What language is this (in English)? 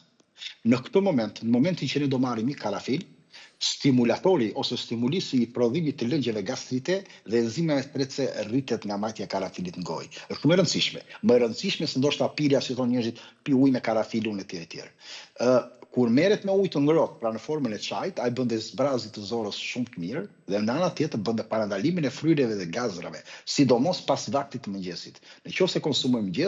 Albanian